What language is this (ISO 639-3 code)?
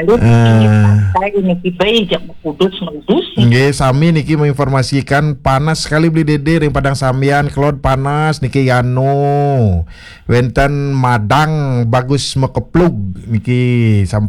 ban